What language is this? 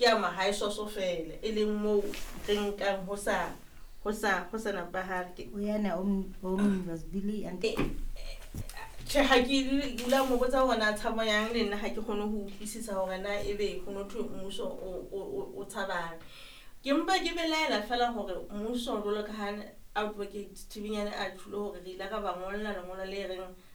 Southern Sotho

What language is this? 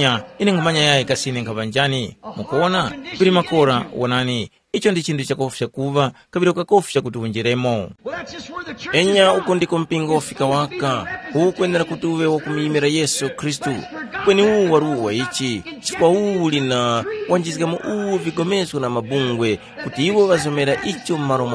Tumbuka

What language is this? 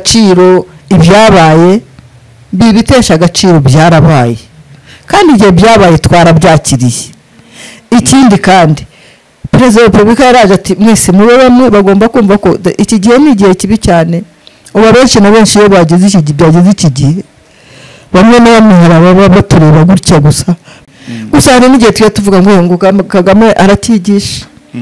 Kinyarwanda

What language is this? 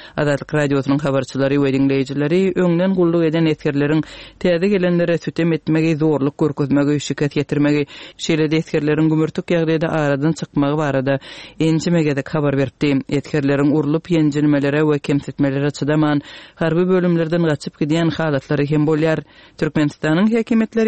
Turkmen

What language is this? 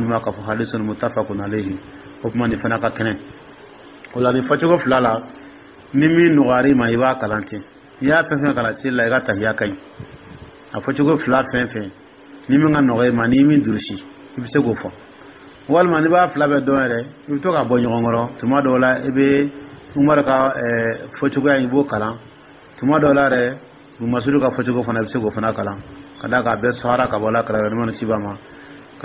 Dyula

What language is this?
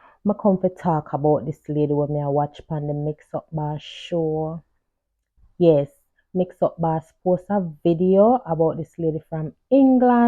Jamaican Creole English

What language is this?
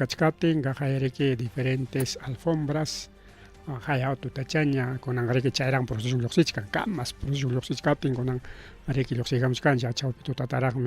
Ayacucho Quechua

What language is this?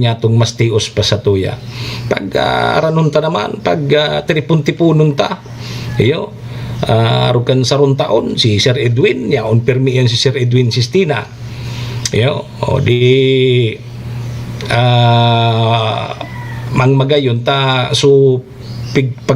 Bikol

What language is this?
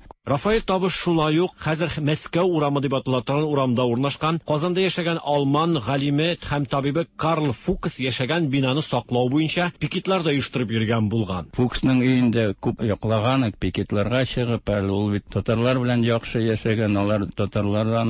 Tatar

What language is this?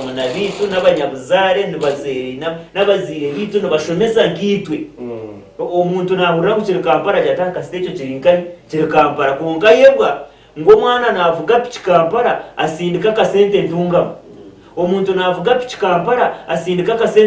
Nyankole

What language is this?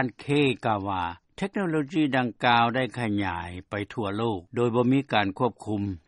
Lao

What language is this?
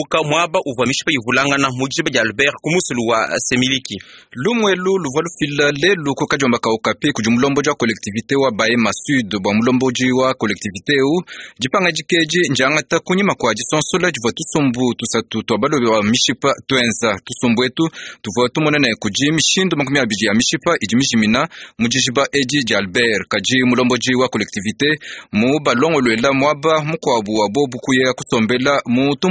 Luba-Lulua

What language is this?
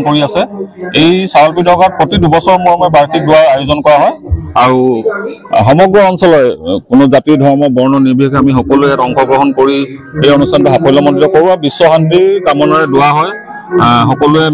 Assamese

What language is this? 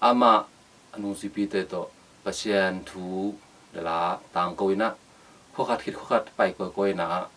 Tedim Chin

